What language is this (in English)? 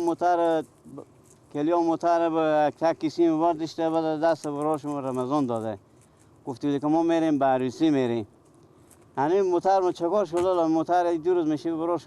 Persian